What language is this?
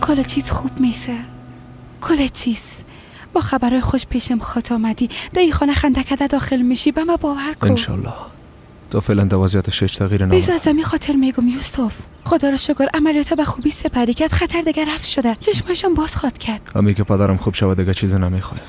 Persian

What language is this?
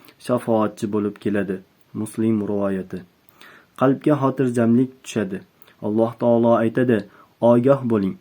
Uzbek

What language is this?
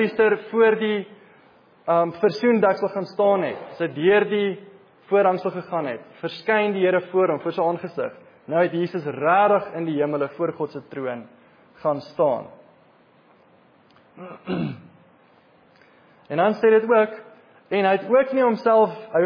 Afrikaans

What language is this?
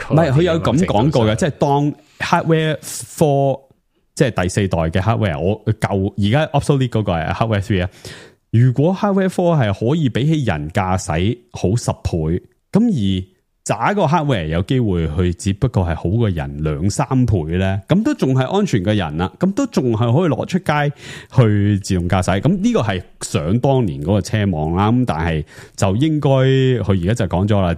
Cantonese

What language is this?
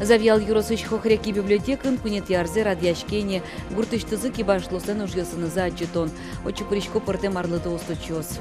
Udmurt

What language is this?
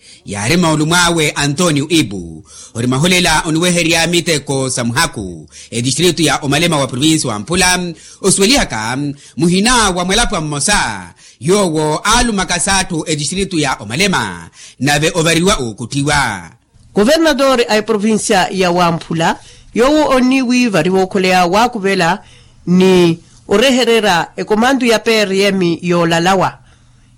Makhuwa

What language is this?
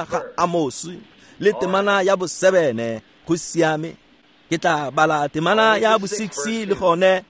Tswana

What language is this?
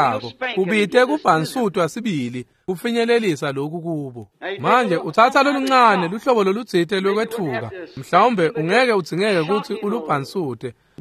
Swati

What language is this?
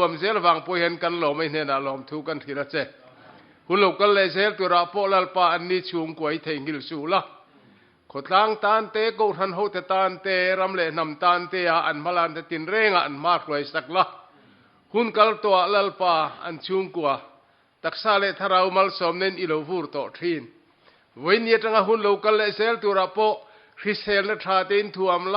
Mizo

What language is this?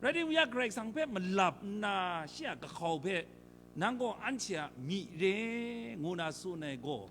Kachin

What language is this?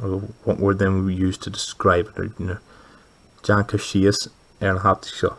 Irish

